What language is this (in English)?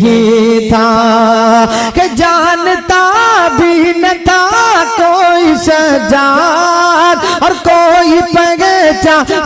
Urdu